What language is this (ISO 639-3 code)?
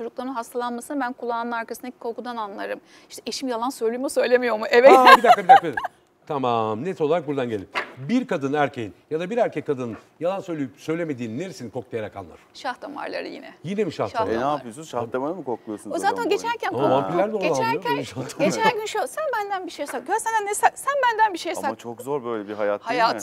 tur